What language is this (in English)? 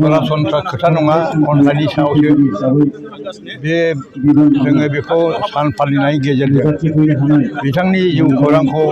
Bodo